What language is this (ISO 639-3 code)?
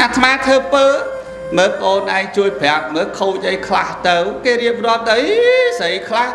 khm